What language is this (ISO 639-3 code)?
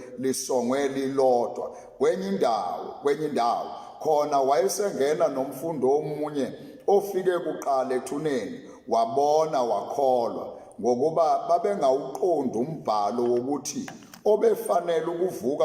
zul